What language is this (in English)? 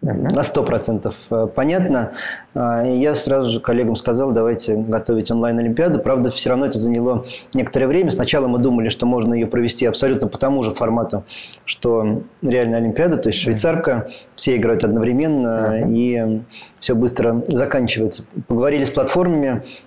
Russian